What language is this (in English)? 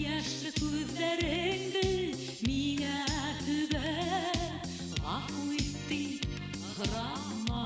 Bashkir